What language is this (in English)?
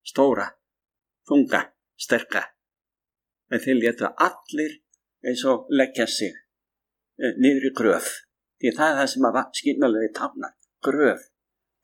Icelandic